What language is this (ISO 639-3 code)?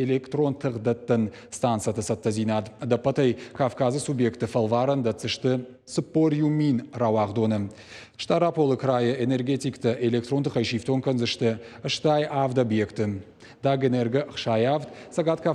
oss